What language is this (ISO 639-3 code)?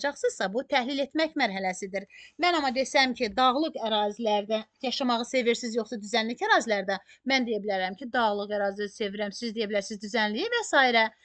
aze